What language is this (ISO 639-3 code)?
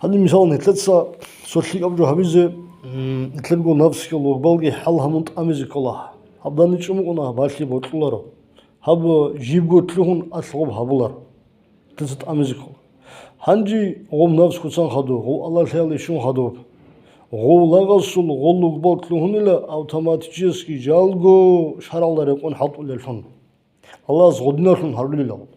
ava